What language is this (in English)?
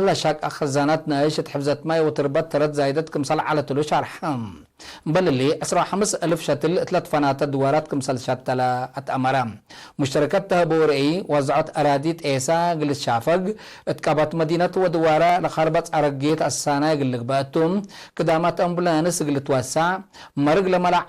Tigre